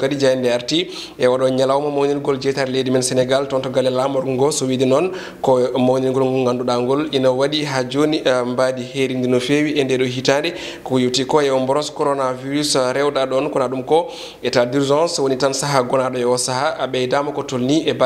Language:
Fula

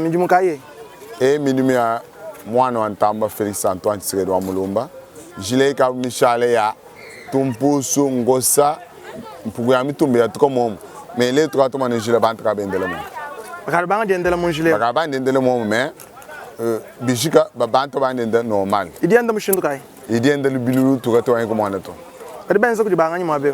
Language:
Luba-Lulua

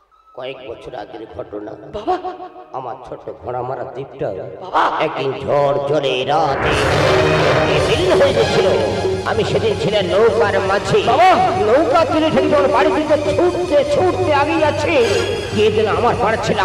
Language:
Bangla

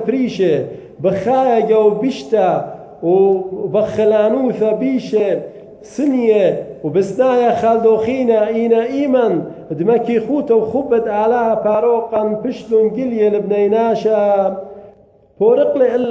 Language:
Assyrian Neo-Aramaic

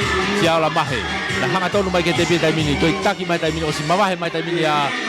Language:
Tongan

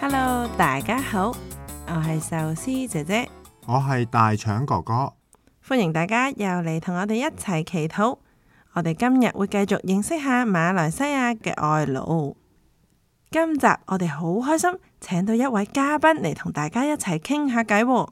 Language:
Cantonese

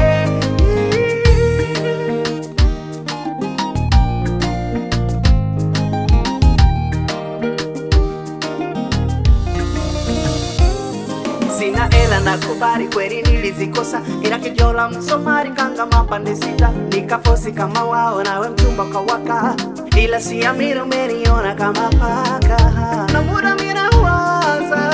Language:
Swahili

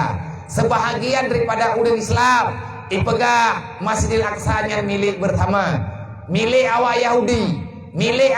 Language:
Achinese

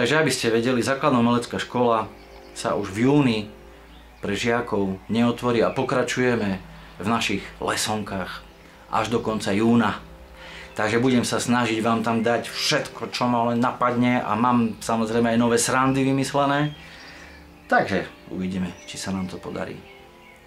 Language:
Slovak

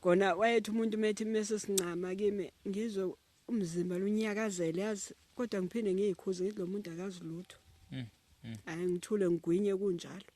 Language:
Zulu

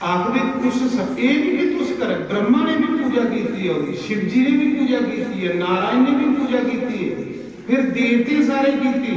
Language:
Dogri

